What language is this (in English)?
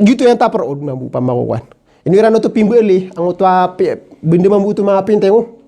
Maranao